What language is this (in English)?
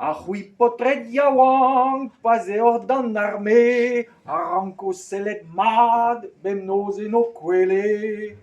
Breton